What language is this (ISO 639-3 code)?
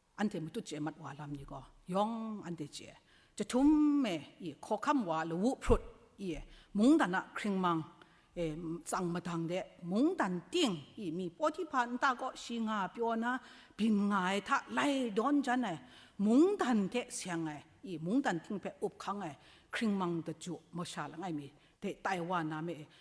kac